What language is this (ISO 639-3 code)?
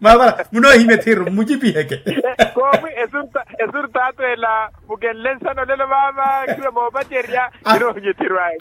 vmw